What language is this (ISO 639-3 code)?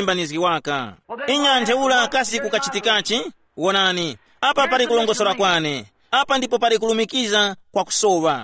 tum